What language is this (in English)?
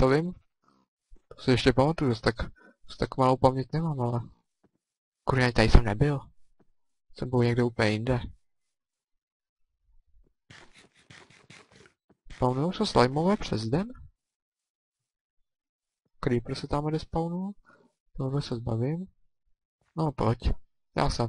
Czech